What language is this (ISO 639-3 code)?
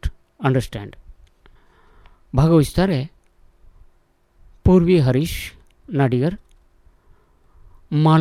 kan